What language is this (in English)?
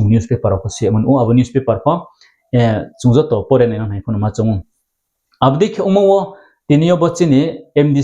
Riang (India)